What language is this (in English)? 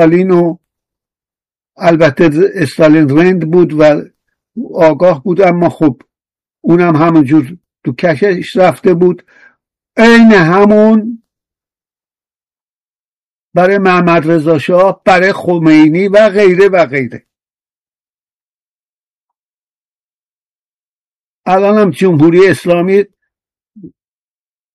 Persian